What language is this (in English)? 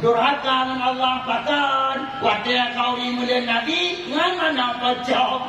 Achinese